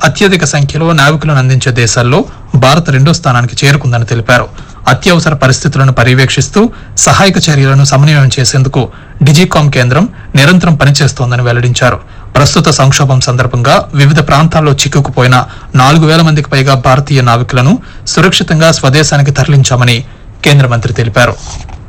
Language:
Telugu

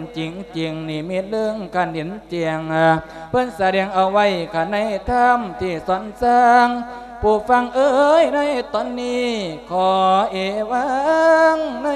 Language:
Lao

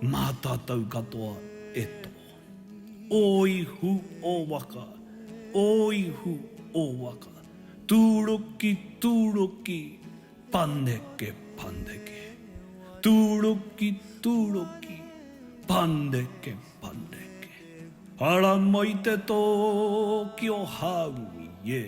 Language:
Māori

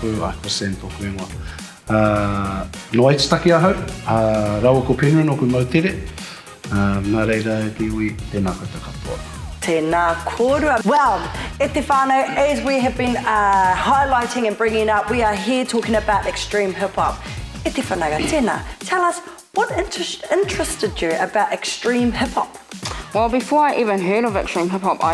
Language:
Māori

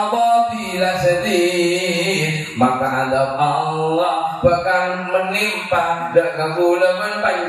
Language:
Madurese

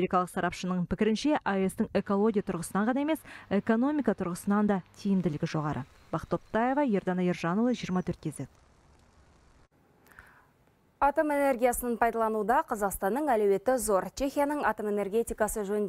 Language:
Kazakh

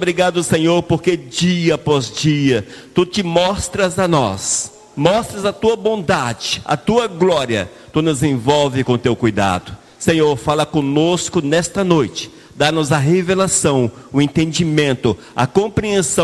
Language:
Portuguese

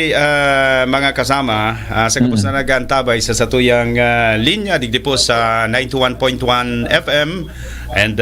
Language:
Bikol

